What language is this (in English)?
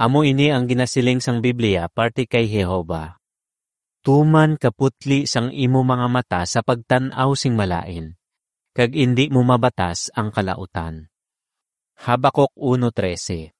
Hiligaynon